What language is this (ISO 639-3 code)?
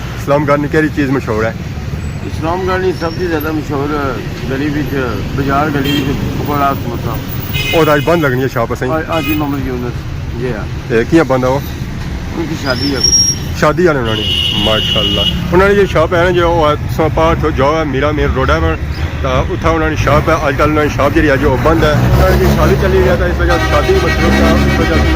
phr